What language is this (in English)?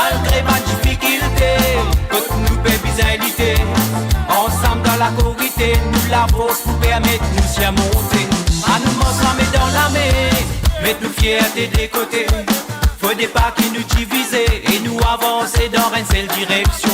Morisyen